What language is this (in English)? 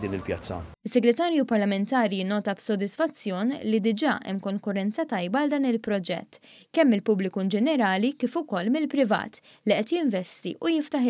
Maltese